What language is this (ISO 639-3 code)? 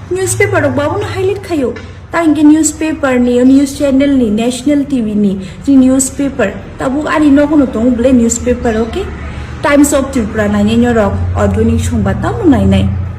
trp